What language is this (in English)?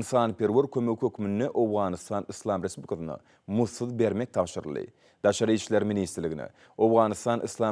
Turkmen